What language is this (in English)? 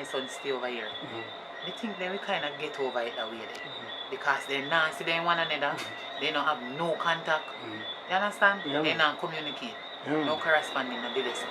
Jamaican Creole English